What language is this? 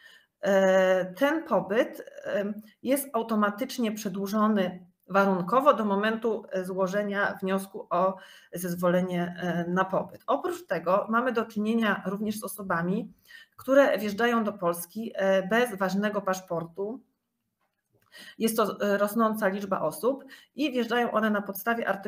Polish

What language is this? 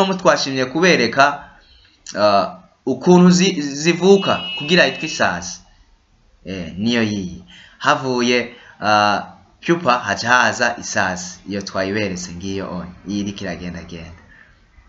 Rundi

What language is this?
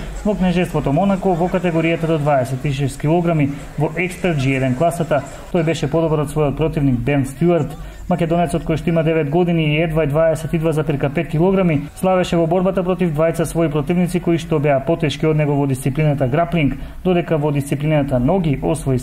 Macedonian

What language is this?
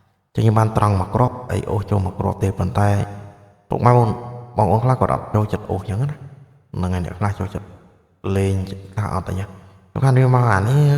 Khmer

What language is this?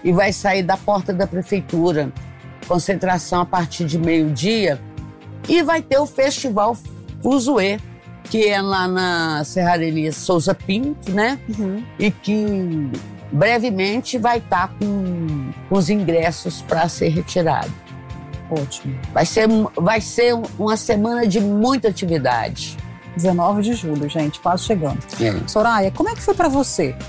Portuguese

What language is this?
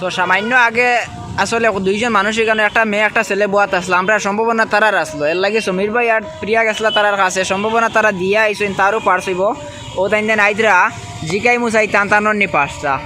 Sylheti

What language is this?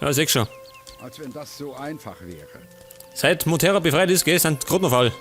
Bavarian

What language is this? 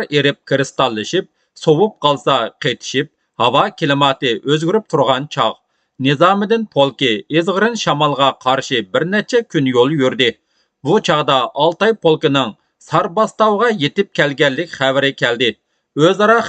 Uyghur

